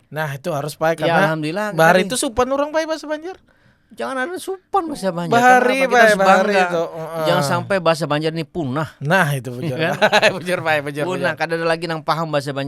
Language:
Banjar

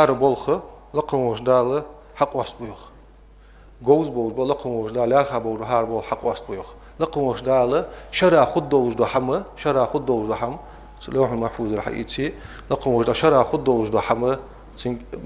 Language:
Ingush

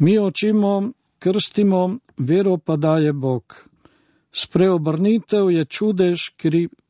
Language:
Slovenian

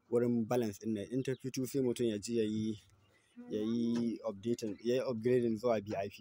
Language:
Hausa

